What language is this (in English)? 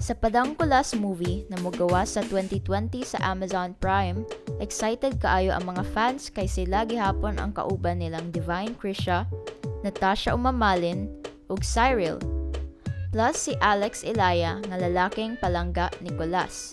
Cebuano